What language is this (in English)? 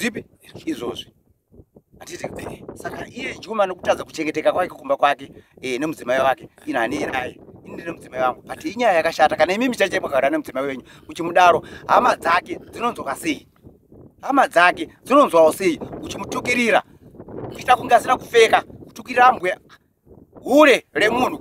Shona